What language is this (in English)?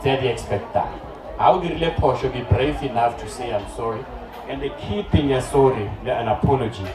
Northern Sotho